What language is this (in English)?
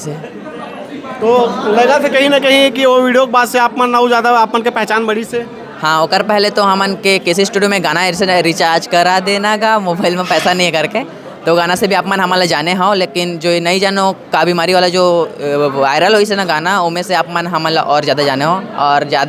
Chhattisgarhi